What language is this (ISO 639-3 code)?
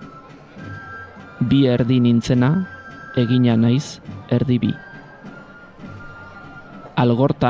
eus